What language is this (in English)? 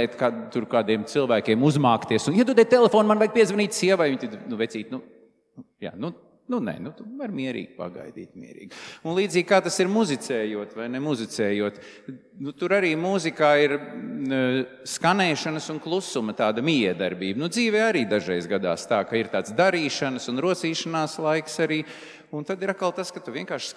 Latvian